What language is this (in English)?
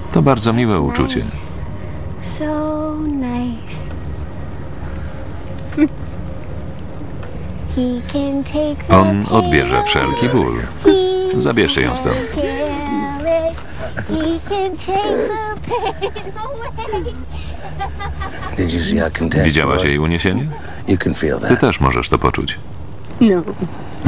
Polish